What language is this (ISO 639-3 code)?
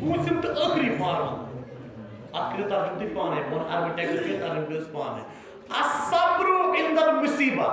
kas